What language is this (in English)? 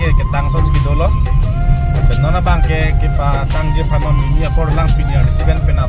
Karbi